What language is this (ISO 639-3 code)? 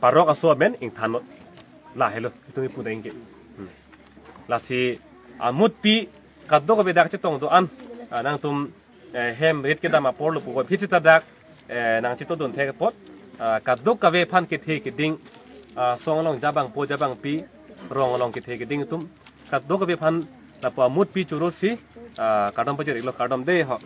mjw